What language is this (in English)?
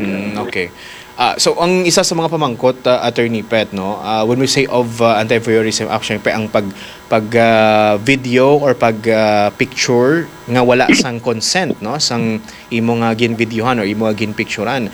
Hiligaynon